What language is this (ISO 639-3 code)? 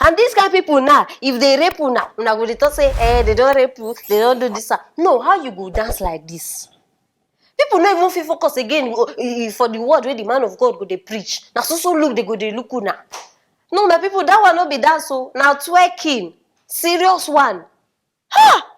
pcm